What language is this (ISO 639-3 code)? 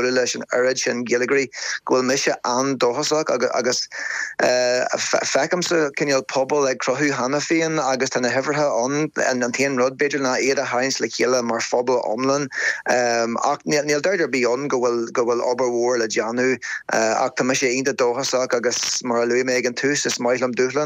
gle